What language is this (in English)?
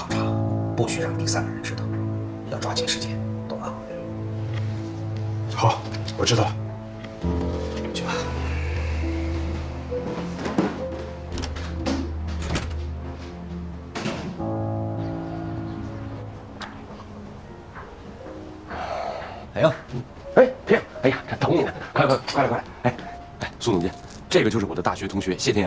Chinese